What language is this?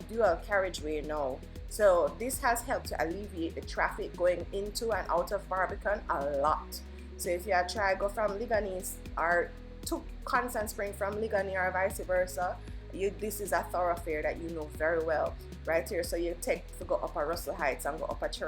Jamaican Creole English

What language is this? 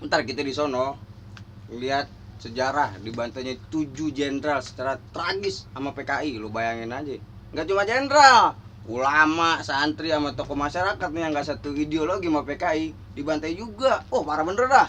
Betawi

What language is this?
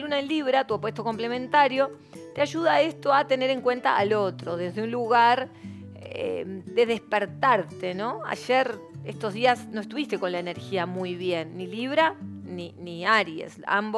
Spanish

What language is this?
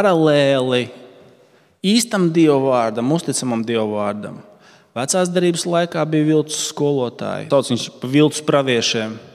Latvian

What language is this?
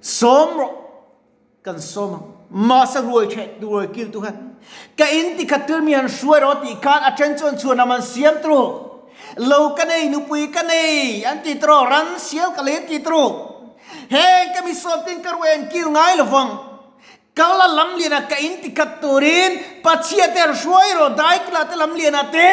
Mizo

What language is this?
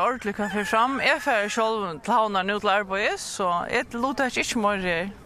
Faroese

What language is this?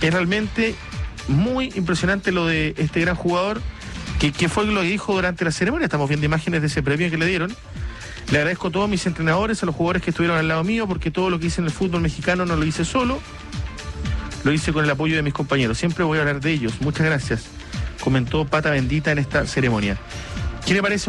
Spanish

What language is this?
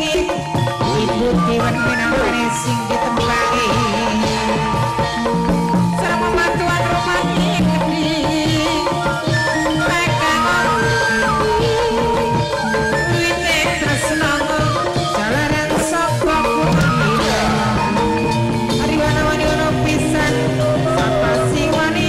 Javanese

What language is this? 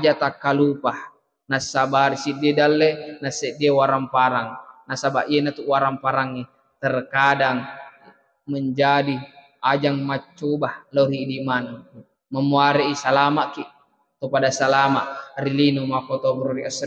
Buginese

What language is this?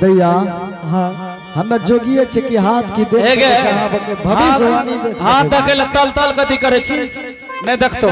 Angika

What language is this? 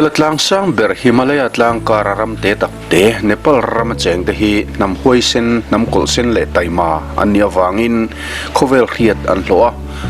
Mizo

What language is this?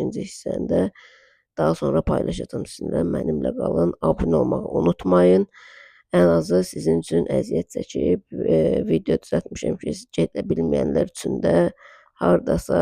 Azerbaijani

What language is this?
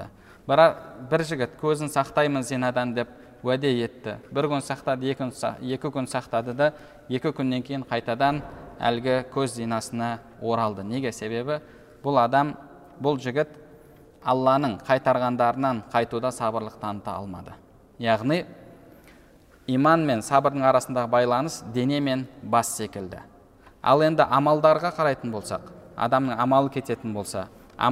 Kazakh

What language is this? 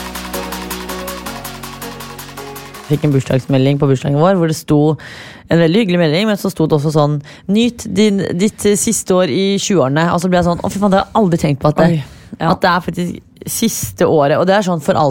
Norwegian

